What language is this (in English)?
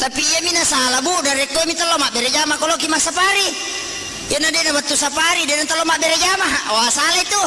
Buginese